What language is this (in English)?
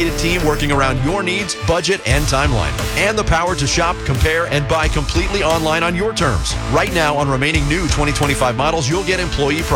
English